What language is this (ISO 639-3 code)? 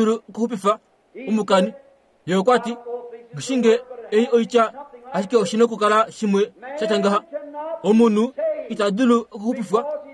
kua